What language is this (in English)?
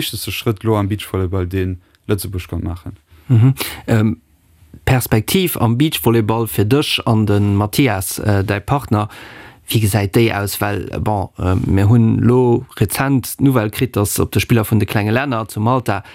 Luxembourgish